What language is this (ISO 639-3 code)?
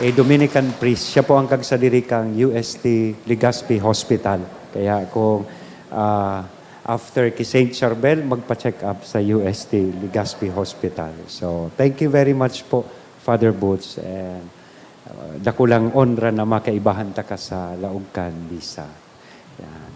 bik